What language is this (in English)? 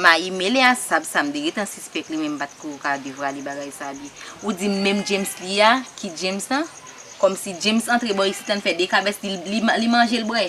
Haitian Creole